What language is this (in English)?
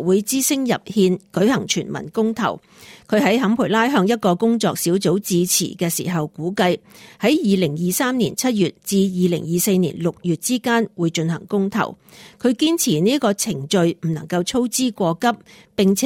Cantonese